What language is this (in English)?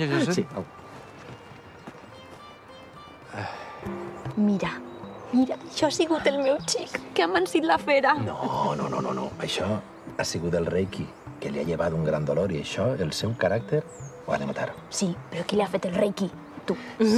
Catalan